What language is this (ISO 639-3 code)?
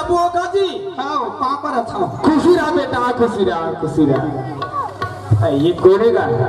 hne